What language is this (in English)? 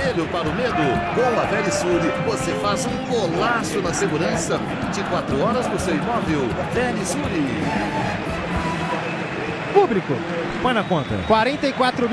Portuguese